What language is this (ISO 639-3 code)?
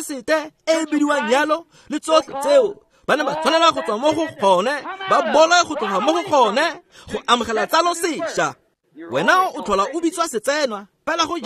tsn